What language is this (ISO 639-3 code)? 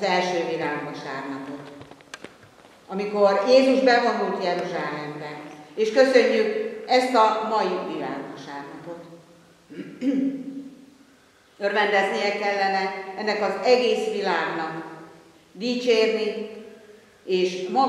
hun